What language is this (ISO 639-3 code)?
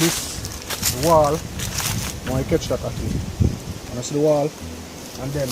jam